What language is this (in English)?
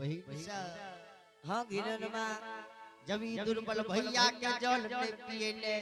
Angika